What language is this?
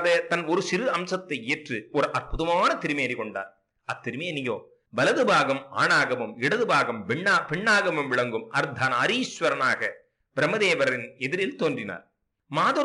Tamil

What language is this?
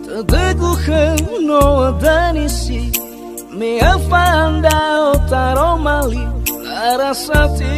Nias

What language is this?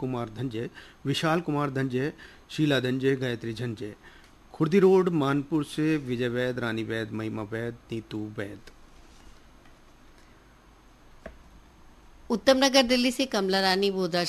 Hindi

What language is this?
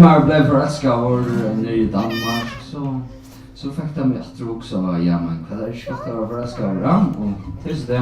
Faroese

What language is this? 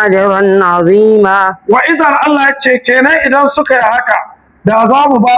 Hausa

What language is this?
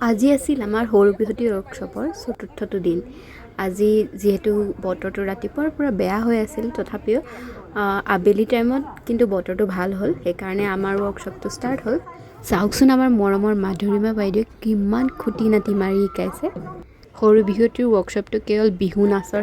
Assamese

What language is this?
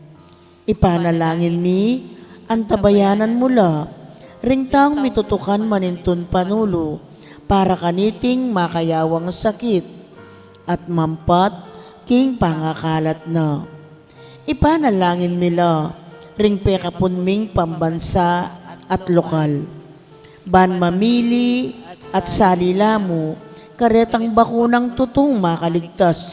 Pampanga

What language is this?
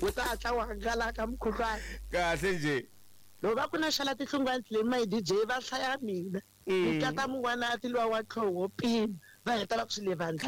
Tsonga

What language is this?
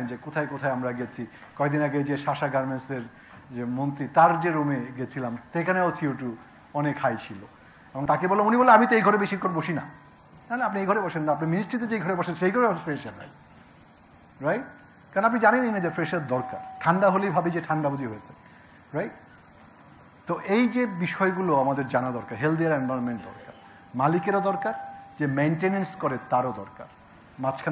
Bangla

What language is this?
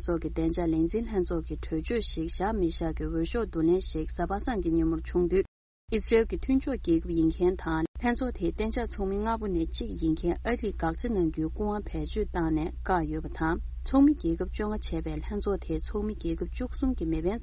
Tibetan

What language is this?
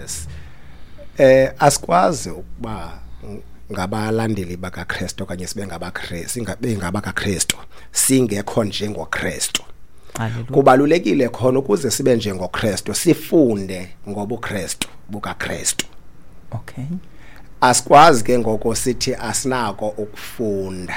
Xhosa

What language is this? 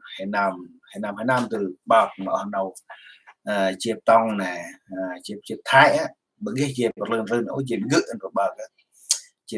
Central Mnong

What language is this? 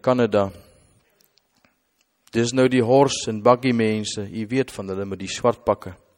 Afrikaans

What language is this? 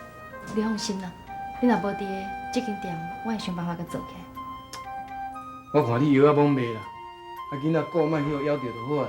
Min Nan Chinese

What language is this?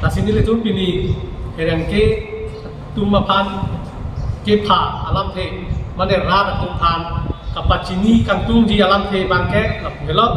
Karbi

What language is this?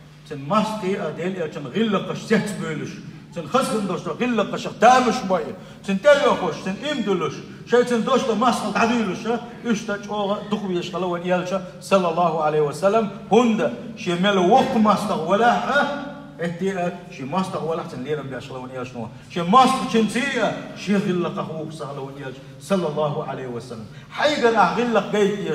Chechen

